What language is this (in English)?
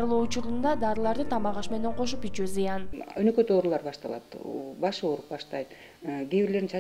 Kyrgyz